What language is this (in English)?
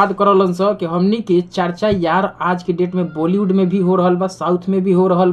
Bhojpuri